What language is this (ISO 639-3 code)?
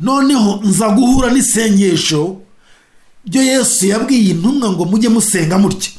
kin